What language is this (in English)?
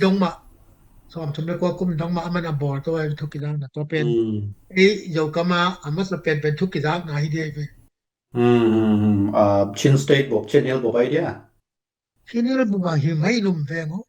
Tedim Chin